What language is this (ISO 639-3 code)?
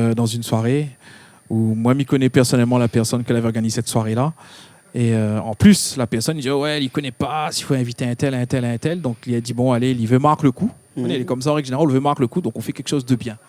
rcf